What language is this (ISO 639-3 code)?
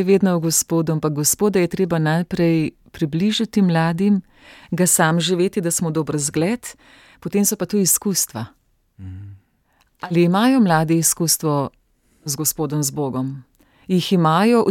slv